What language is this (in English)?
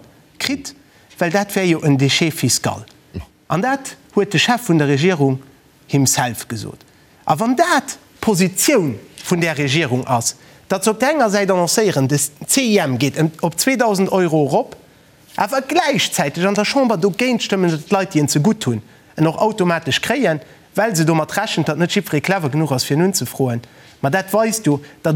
Luxembourgish